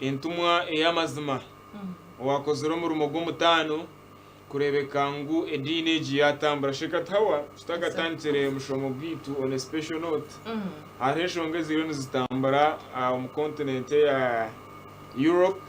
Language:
Nyankole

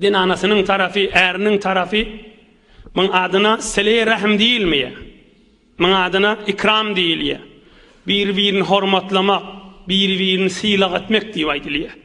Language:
Turkmen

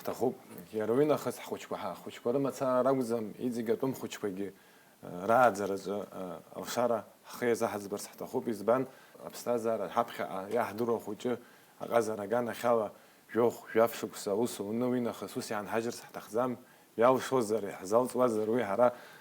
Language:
Abkhazian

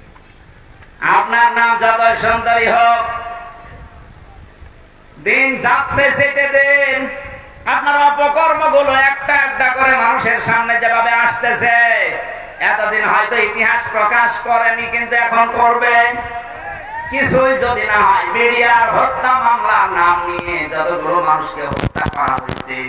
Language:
Bangla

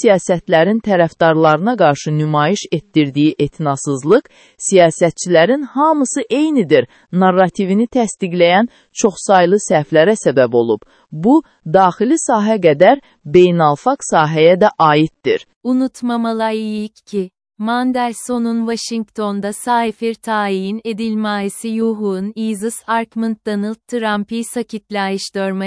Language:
Azerbaijani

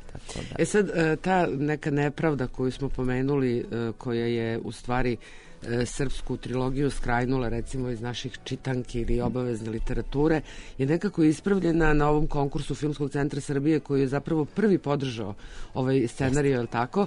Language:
Serbian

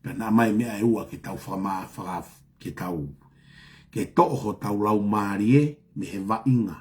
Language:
Tongan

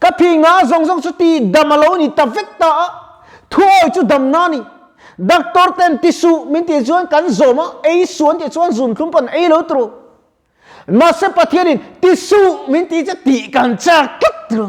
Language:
Mizo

